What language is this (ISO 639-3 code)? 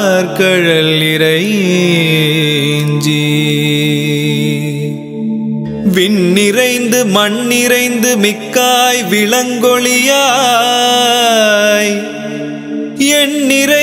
tam